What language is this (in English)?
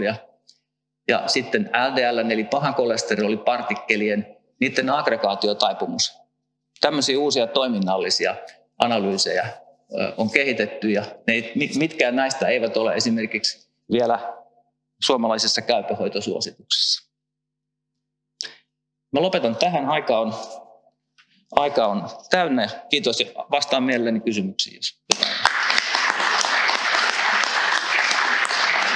Finnish